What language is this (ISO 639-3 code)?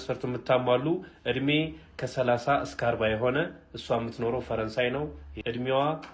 amh